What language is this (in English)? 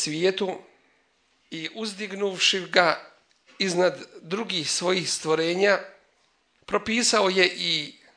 Bosnian